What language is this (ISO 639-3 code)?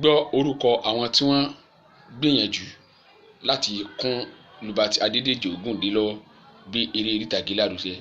yor